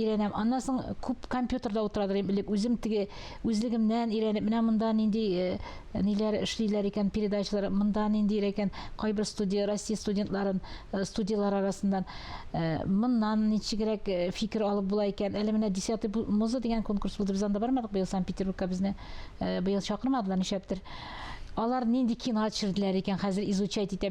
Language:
Tatar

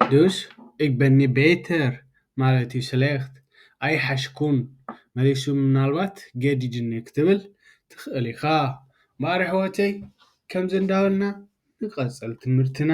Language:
Tigrinya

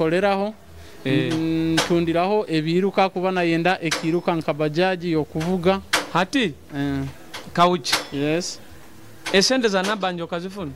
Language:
Nyoro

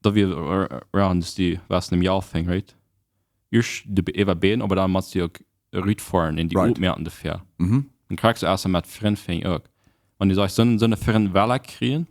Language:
Plautdietsch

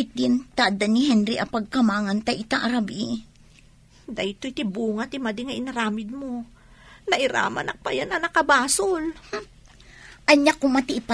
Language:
Iloko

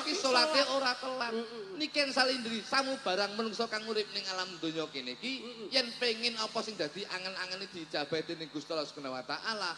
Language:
Javanese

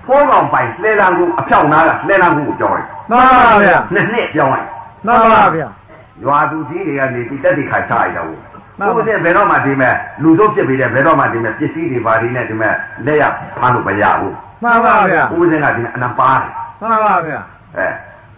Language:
Burmese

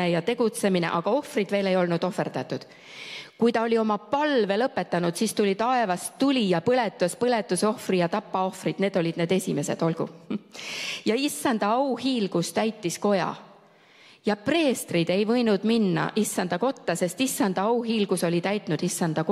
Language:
Estonian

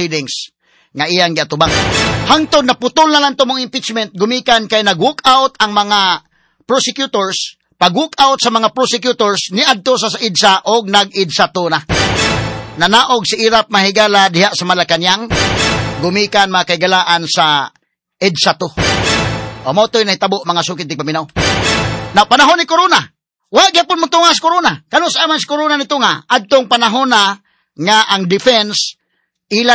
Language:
Cebuano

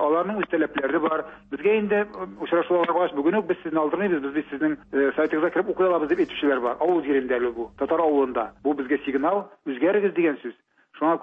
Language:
Tatar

